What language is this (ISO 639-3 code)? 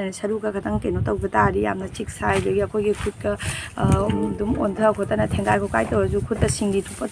mni